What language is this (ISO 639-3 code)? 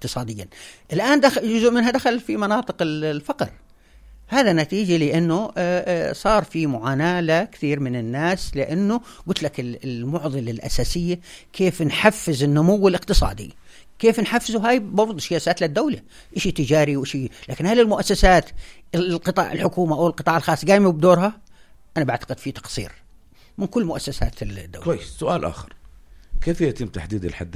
apc